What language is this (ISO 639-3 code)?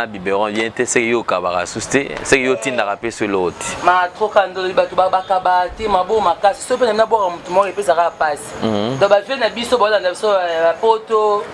lin